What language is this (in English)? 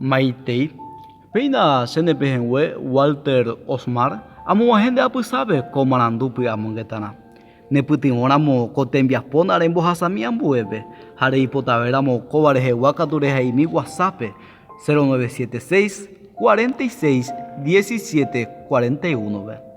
Guarani